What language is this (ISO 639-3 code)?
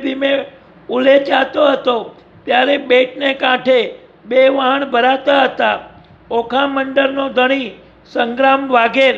guj